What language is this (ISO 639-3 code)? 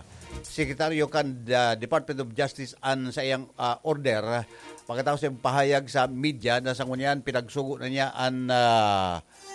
bik